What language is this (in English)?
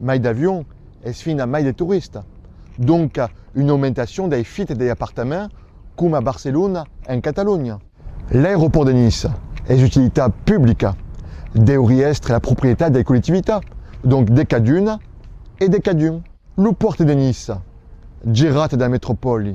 Occitan